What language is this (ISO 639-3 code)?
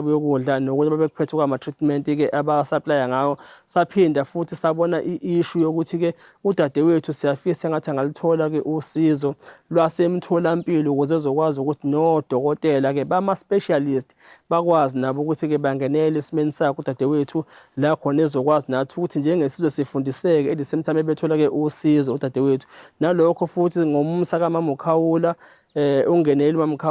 zul